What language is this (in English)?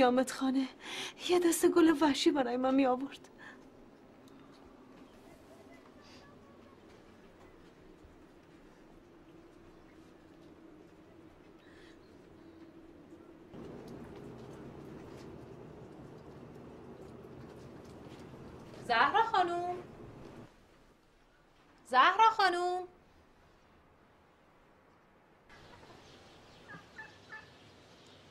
Persian